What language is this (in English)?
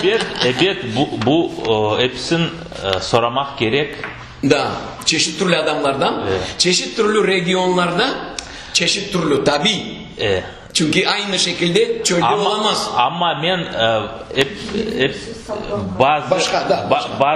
Crimean Tatar